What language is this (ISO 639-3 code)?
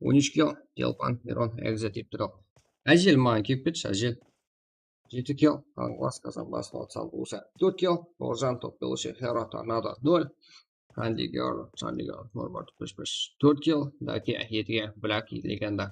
kaa